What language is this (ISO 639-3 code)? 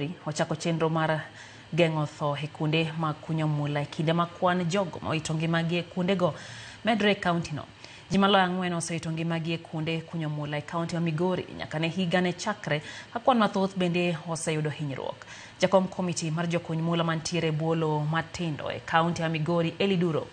luo